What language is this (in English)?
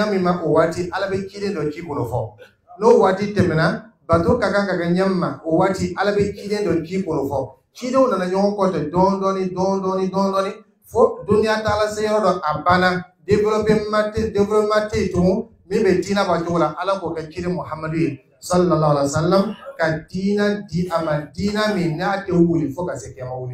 Dyula